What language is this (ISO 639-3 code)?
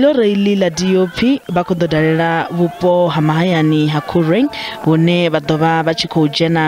ven